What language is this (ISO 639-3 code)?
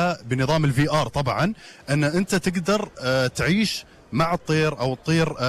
afb